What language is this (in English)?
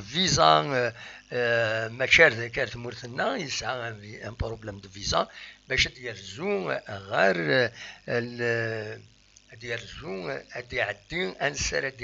Kabyle